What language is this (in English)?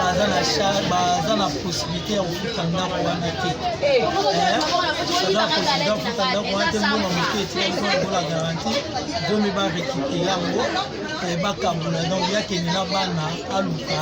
Lingala